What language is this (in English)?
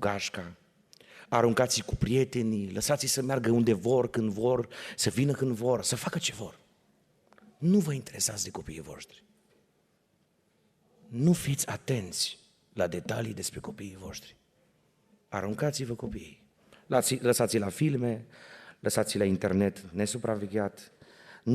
Romanian